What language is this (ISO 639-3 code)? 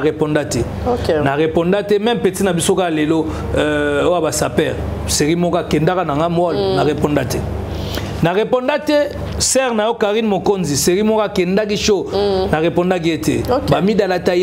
lin